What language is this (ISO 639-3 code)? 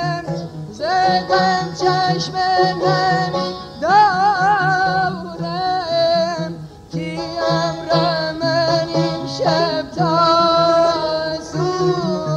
fas